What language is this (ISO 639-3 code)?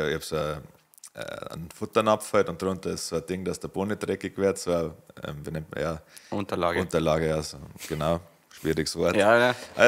bar